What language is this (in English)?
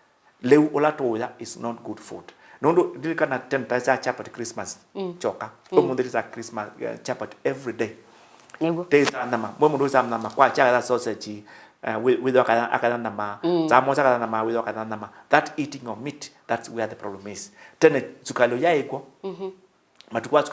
Kamba